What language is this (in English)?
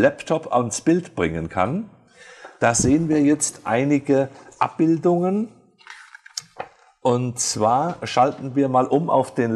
German